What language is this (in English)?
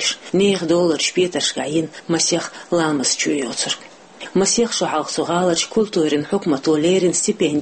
Chechen